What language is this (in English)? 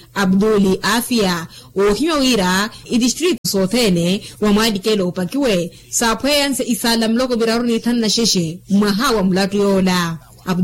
Makhuwa